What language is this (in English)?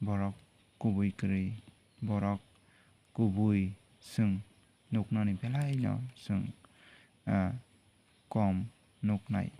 Kok Borok